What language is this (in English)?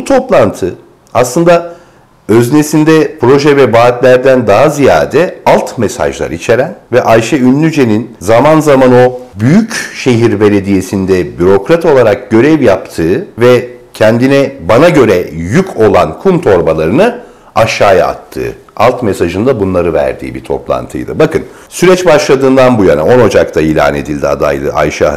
Turkish